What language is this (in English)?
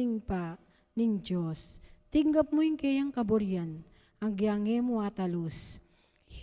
Pampanga